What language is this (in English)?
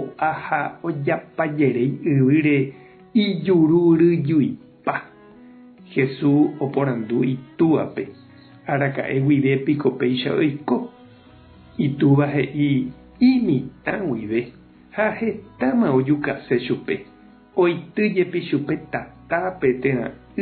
Guarani